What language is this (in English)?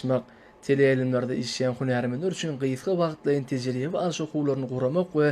Turkmen